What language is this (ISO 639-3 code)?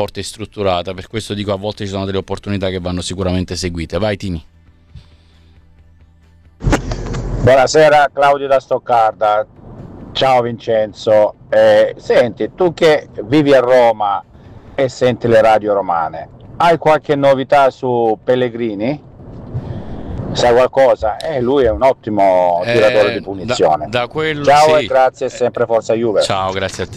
ita